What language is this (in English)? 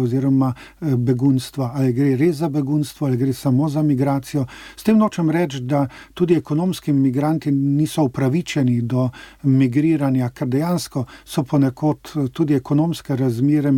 Slovenian